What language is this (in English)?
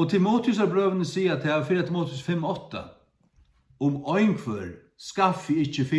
Faroese